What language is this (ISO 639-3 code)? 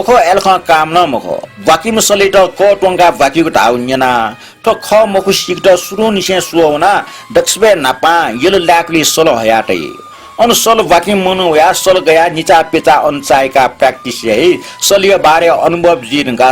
new